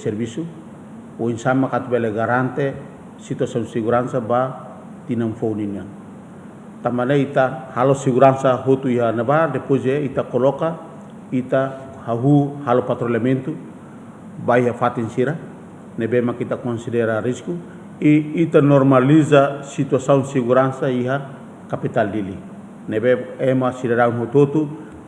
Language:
Tetum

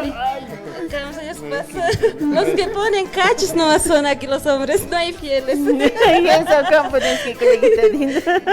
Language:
Aymara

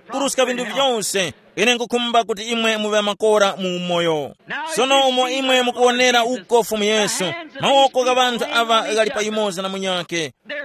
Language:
Tumbuka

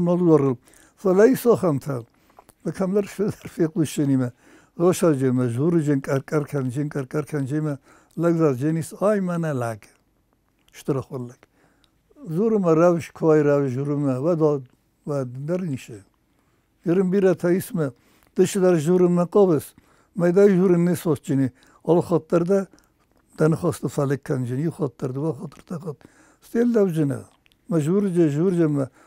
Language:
Ossetic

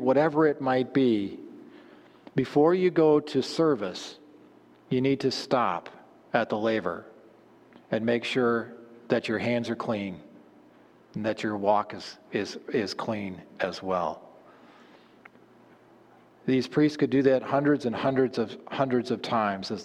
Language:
English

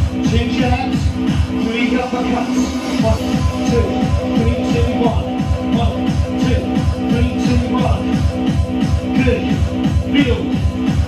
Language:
English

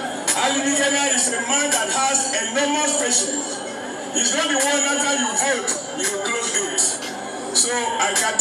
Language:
Nigerian Pidgin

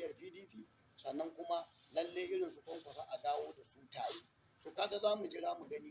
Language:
Hausa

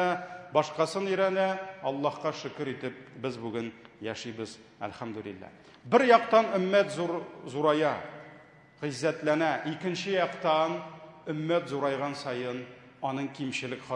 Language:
Tatar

